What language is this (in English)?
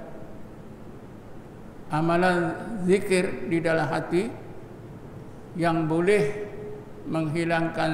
Malay